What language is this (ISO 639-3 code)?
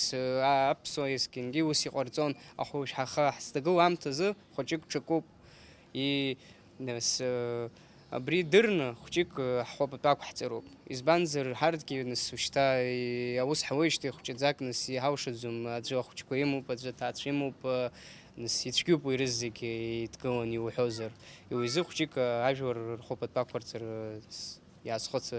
abk